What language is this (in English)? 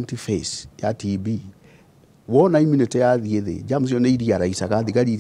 Kikuyu